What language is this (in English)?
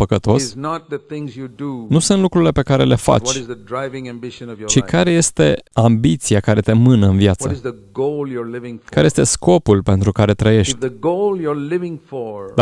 Romanian